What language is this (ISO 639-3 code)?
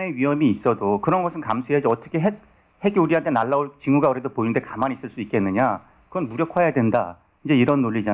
kor